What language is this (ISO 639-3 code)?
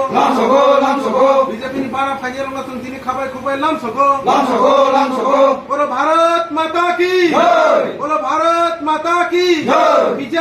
trp